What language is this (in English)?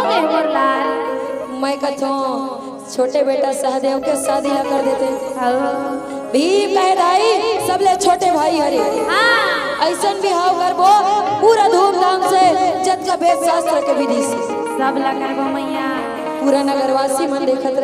Chhattisgarhi